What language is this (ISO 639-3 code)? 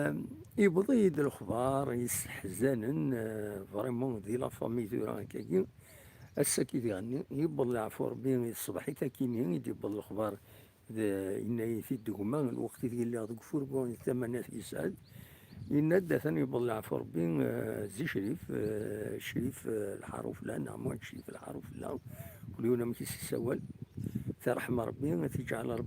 kab